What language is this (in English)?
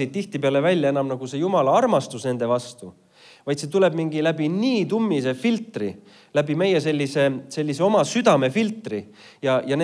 Estonian